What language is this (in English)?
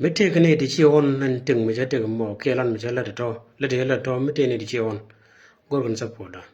Nuer